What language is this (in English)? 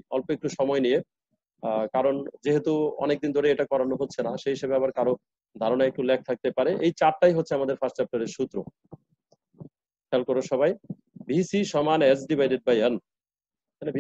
Bangla